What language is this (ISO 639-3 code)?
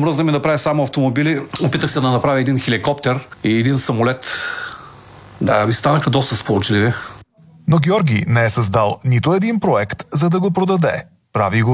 bul